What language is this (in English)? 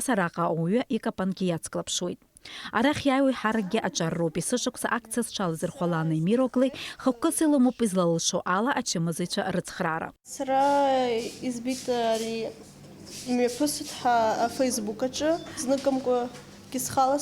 Abkhazian